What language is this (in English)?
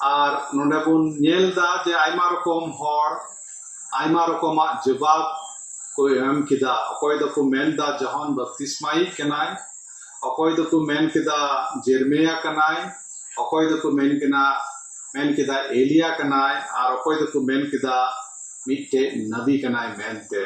Santali